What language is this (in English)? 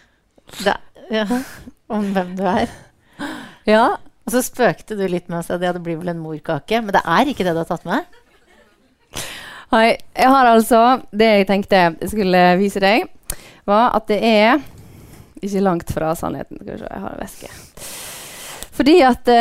Norwegian